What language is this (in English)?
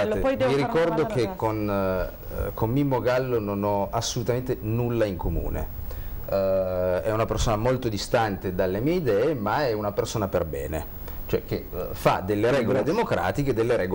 Italian